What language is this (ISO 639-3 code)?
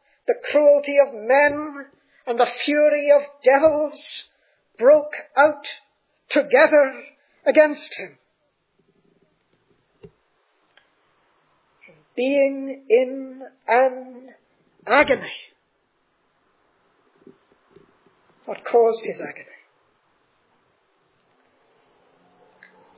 eng